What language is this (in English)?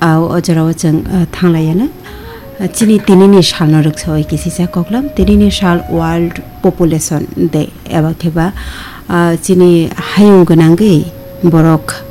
Kok Borok